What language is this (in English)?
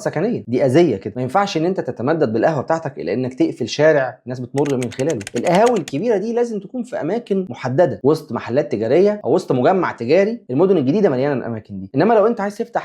Egyptian Arabic